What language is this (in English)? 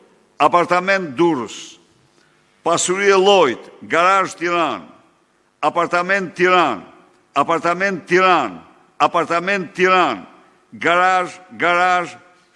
Albanian